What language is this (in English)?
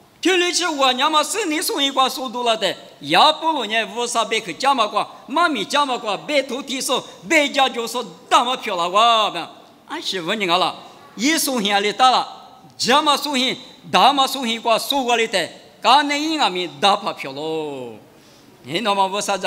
Lisu